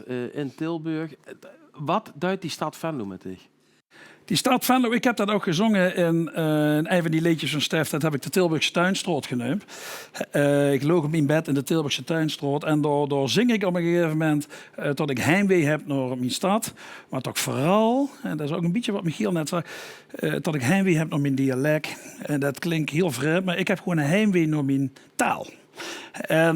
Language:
Limburgish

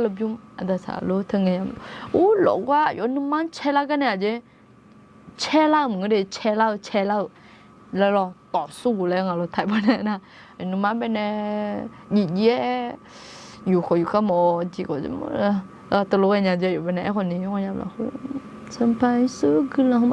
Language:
Akha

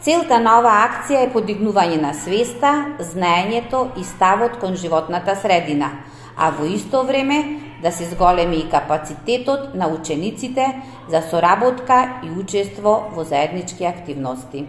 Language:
Macedonian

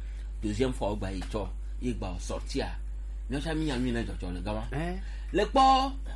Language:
Gen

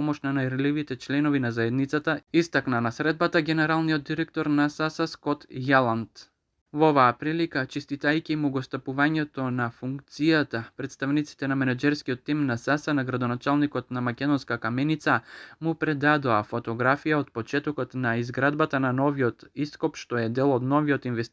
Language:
Macedonian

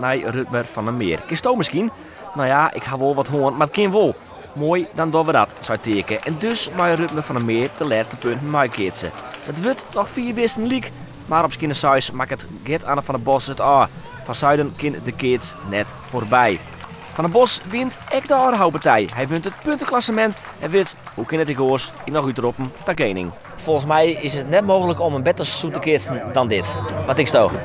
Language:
Western Frisian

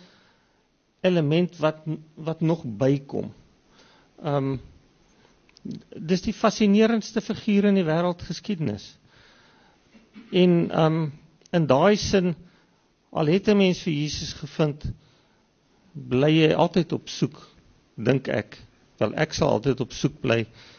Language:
Afrikaans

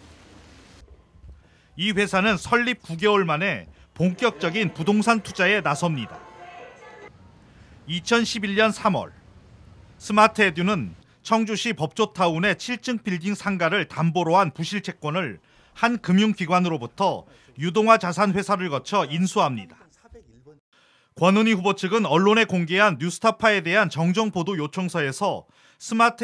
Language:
Korean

